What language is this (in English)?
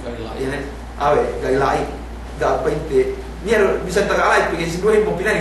Yakan